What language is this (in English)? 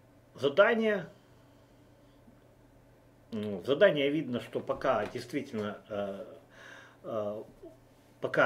Russian